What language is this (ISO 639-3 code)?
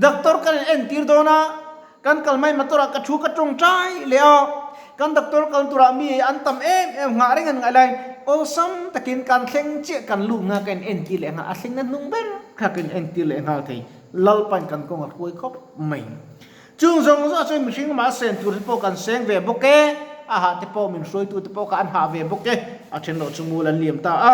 lus